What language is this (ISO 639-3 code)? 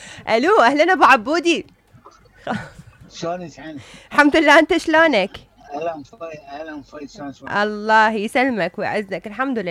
acm